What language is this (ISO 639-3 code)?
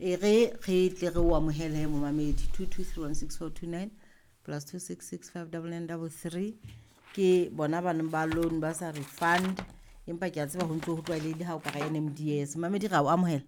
sot